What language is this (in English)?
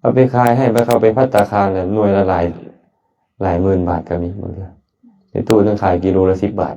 Lao